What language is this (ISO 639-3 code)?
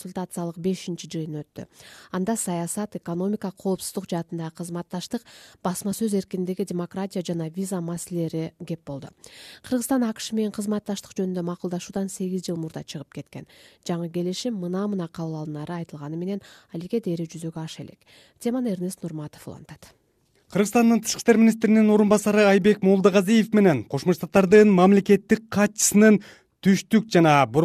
kir